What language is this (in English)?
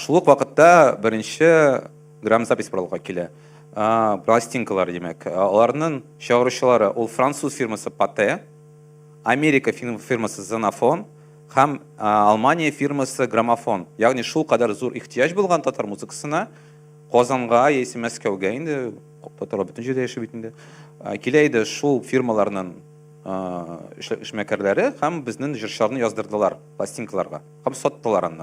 Tatar